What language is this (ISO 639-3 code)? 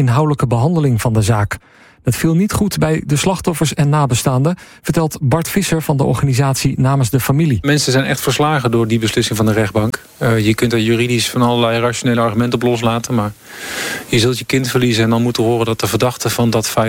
nld